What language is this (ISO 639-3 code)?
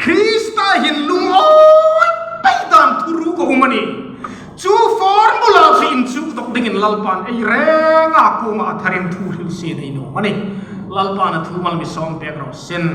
hmr